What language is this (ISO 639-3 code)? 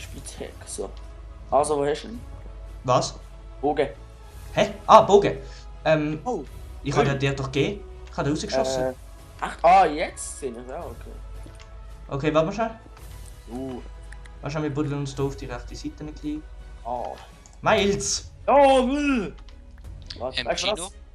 gsw